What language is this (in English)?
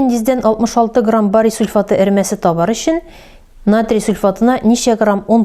Tatar